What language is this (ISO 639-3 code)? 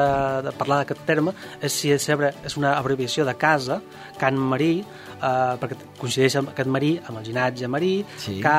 cat